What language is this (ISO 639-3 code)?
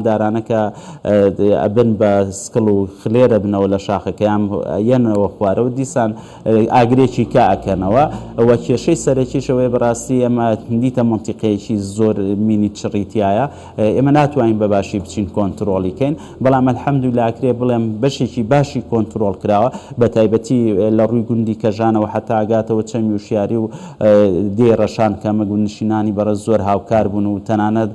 ckb